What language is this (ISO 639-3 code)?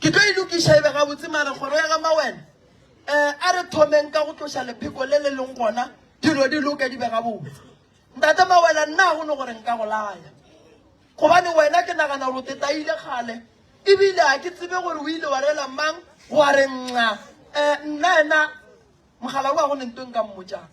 nso